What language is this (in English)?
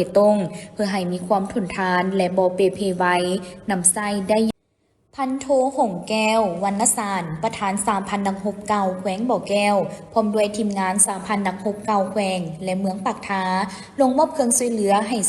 Lao